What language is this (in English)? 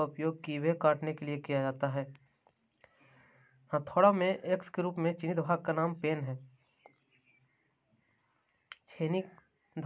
Hindi